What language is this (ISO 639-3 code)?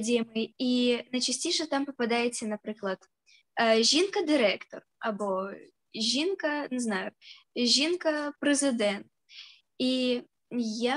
ukr